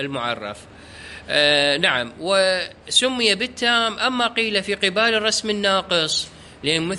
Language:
Mesopotamian Arabic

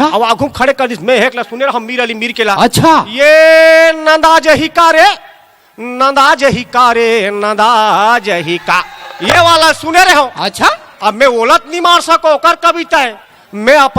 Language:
Chhattisgarhi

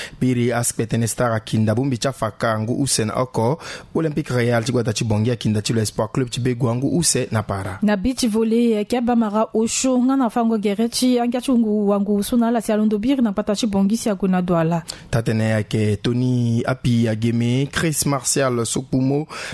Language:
Sango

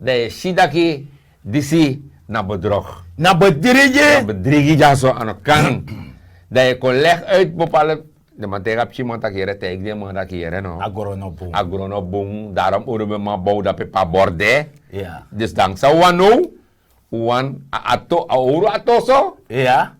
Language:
Sranan Tongo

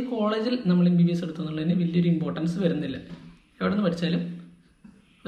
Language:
Malayalam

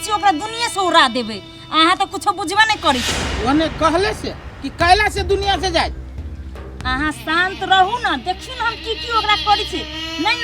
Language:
Maithili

